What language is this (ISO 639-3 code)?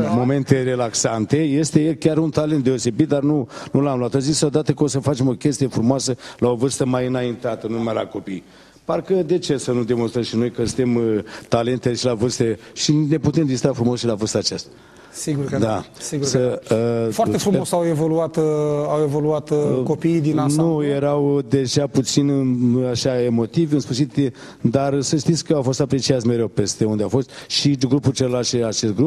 ron